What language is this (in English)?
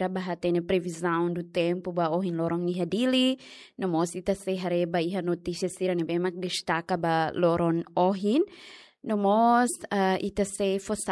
Tetum